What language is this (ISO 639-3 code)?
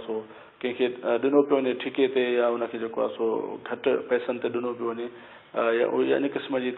snd